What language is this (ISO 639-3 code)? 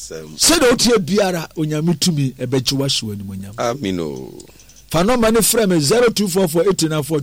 aka